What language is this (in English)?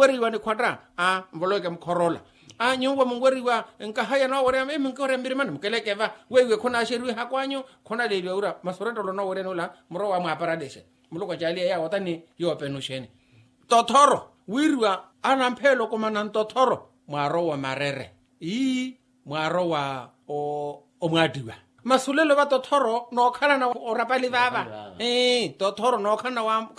Makhuwa